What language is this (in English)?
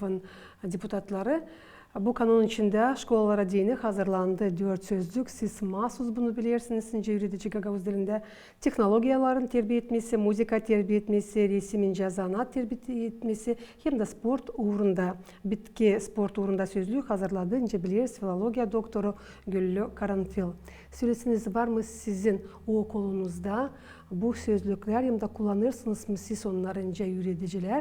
Gagauz